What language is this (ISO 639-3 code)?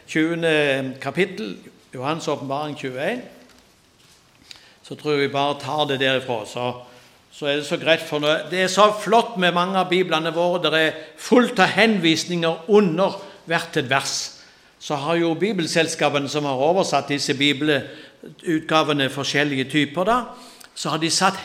nor